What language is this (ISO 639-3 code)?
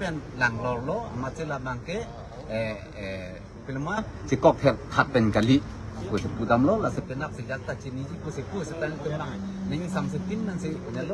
mjw